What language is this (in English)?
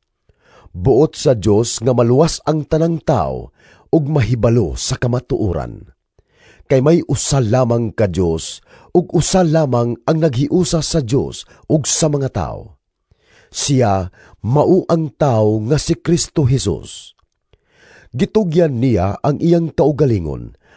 Cebuano